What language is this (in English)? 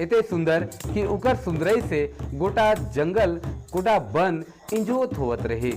Sadri